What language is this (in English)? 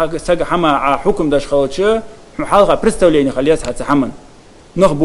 Ingush